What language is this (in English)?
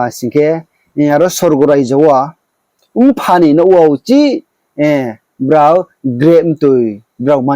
Riang (India)